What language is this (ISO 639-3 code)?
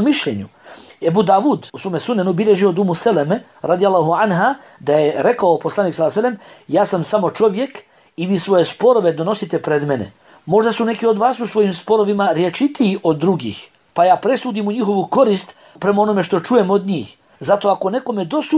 bos